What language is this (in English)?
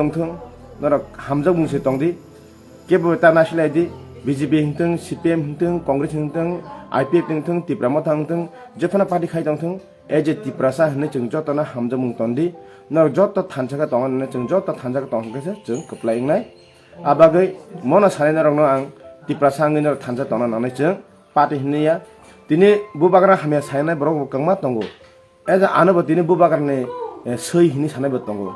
Kok Borok